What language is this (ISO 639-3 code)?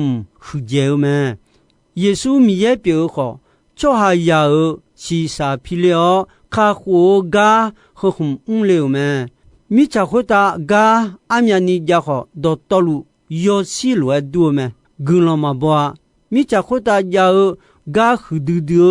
ahk